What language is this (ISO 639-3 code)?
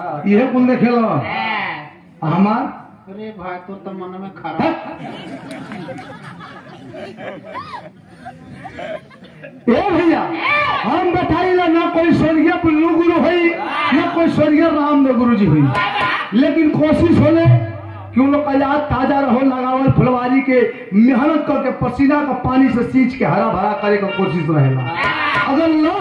bho